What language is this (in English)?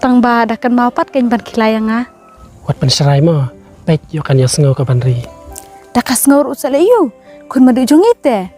Khasi